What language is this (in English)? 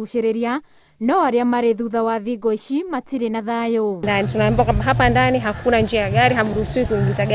Kikuyu